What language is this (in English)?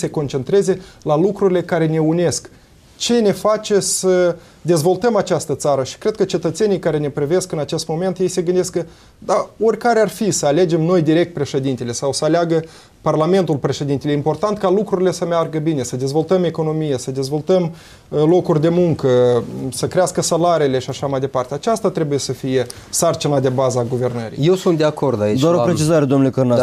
Romanian